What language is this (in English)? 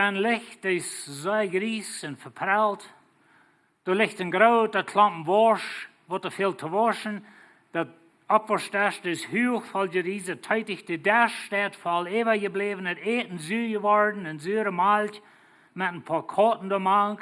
Plautdietsch